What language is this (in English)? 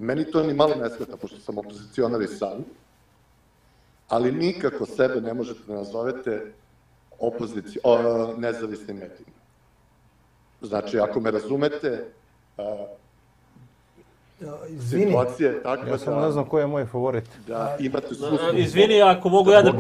Serbian